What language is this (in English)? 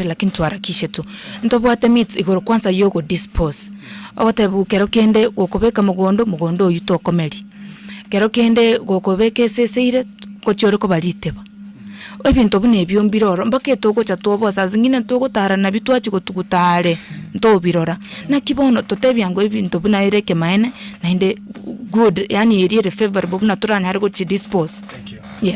Gusii